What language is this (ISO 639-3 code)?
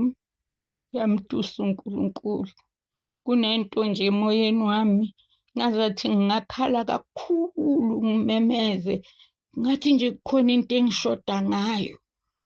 zul